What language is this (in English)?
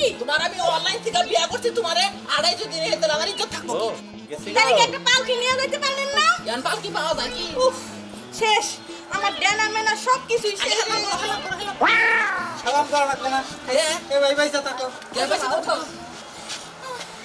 Bangla